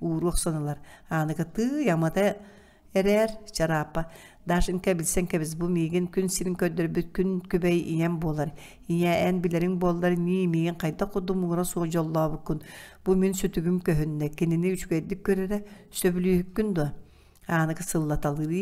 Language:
Yakut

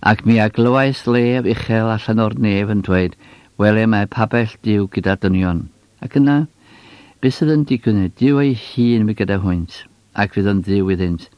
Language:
Welsh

